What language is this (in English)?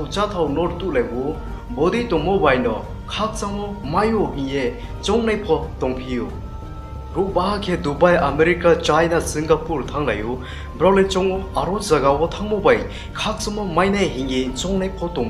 Riang (India)